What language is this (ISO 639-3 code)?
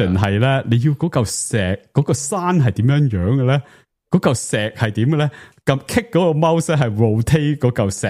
yue